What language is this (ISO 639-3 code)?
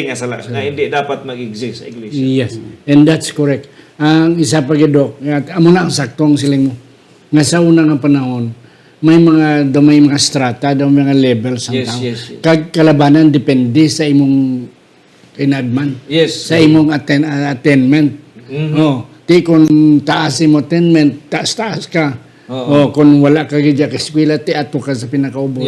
hil